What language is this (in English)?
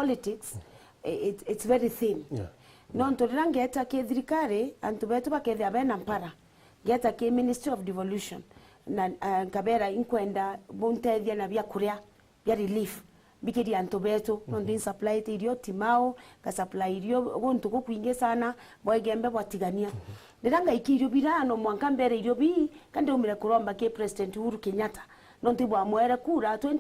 Meru